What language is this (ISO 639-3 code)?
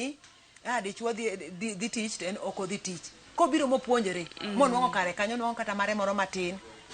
luo